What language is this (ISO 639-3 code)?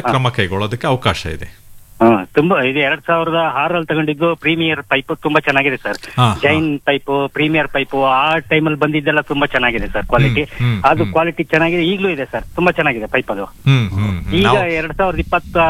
kan